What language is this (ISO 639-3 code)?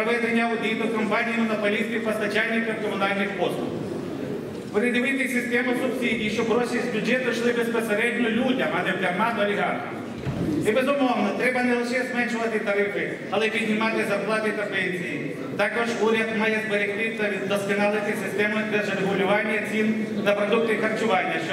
ukr